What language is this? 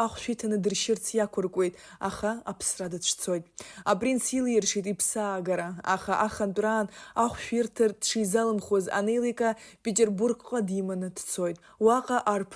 Abkhazian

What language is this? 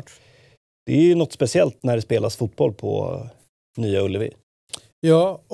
Swedish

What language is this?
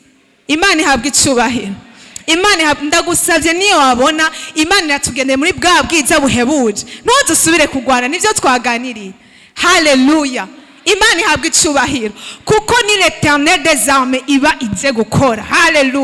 Rundi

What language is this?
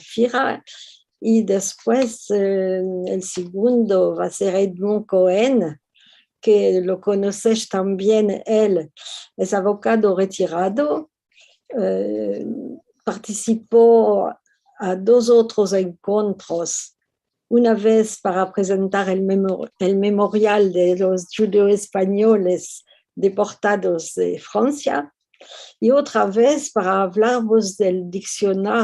Ladino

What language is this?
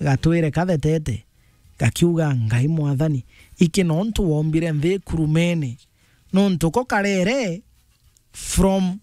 Meru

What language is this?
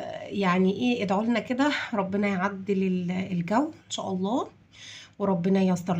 Egyptian Arabic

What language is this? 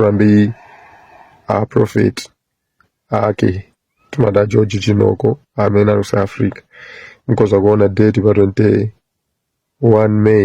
Nyanja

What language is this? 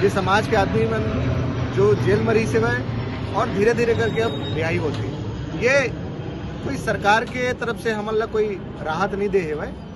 Chhattisgarhi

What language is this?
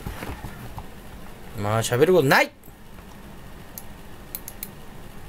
Japanese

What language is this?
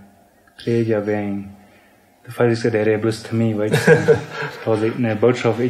Plautdietsch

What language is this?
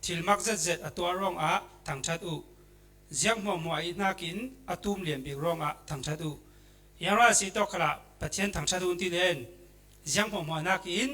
Falam Chin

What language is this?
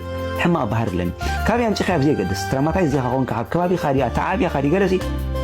Tigrinya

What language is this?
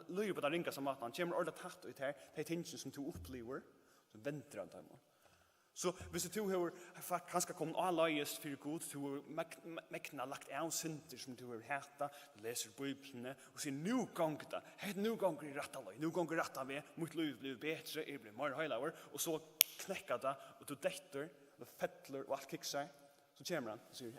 Faroese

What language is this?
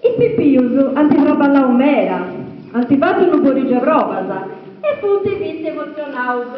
Sardinian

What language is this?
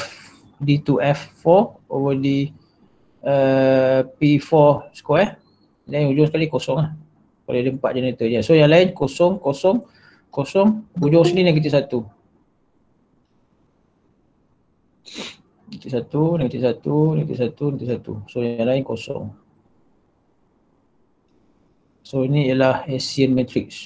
Malay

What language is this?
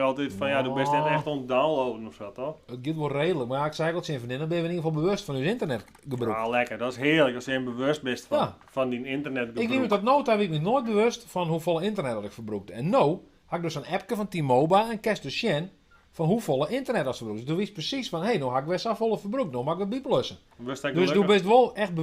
Western Frisian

